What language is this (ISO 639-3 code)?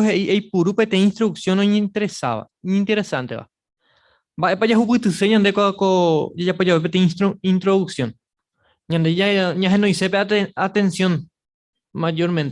grn